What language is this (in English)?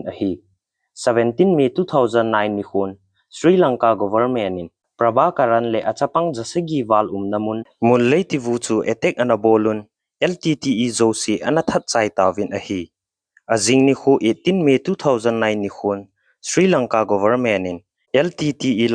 Thado Chin